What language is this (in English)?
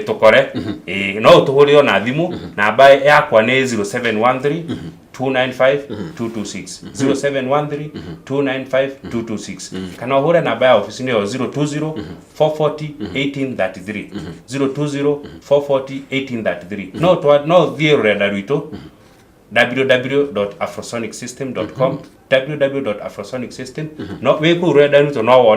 Kikuyu